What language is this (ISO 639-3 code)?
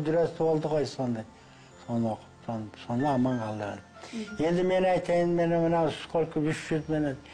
kaz